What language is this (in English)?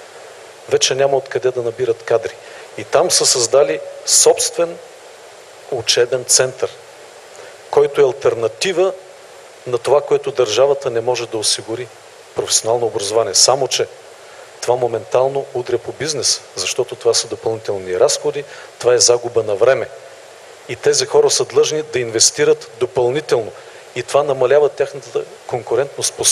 Bulgarian